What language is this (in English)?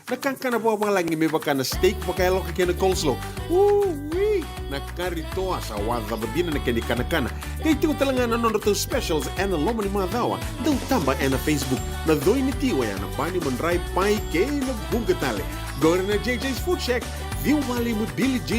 Fijian